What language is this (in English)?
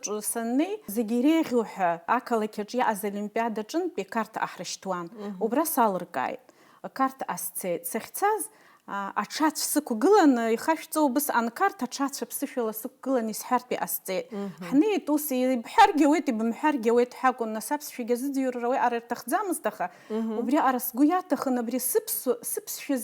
Abkhazian